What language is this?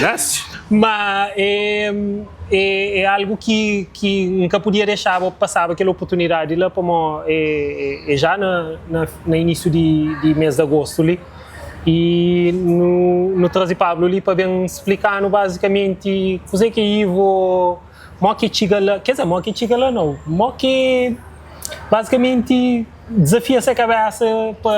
Kabuverdianu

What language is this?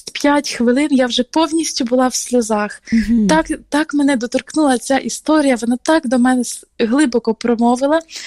Ukrainian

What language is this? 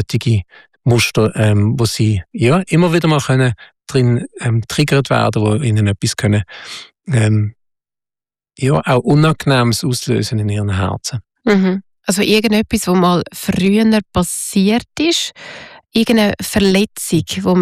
German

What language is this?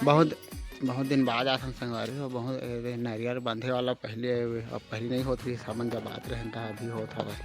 Chhattisgarhi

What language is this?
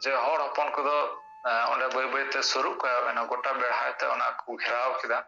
Santali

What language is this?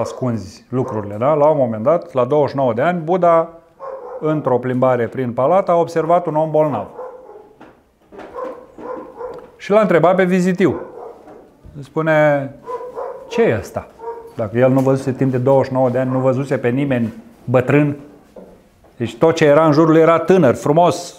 Romanian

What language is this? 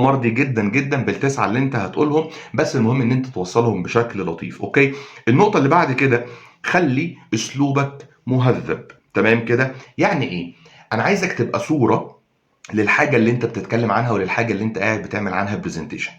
Egyptian Arabic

